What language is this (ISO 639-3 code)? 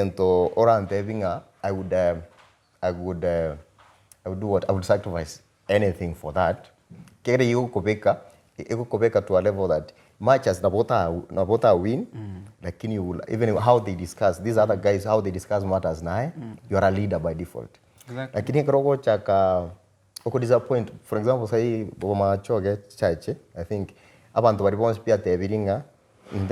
guz